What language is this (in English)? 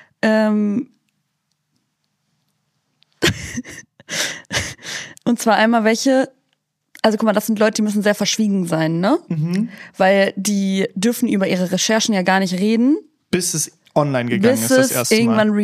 German